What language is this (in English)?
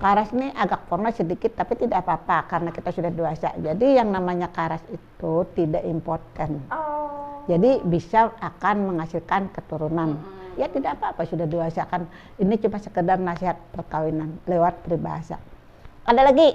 Banjar